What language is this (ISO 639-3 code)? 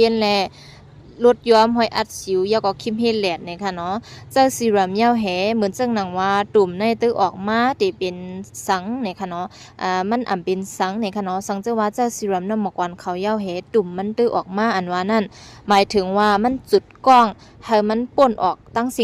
shn